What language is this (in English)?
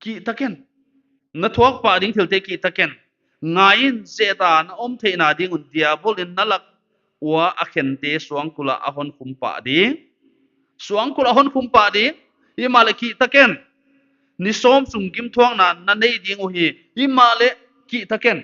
Paite Chin